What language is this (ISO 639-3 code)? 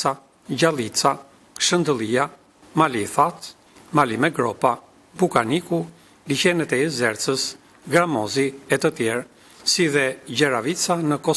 sqi